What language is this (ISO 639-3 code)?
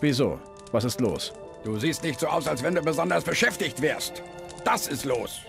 bar